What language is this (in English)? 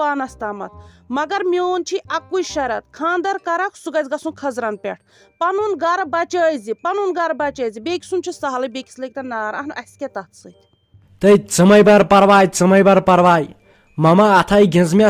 Kashmiri